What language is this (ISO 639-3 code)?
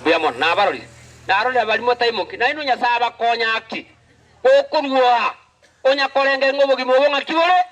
guz